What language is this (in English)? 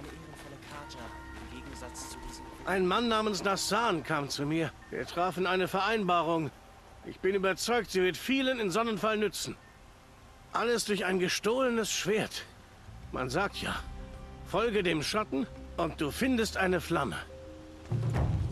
German